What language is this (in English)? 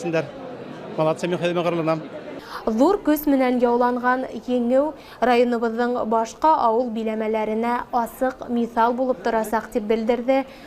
Bashkir